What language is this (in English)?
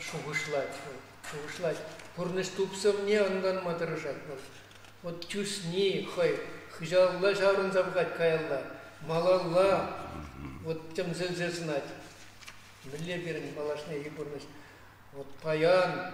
Chuvash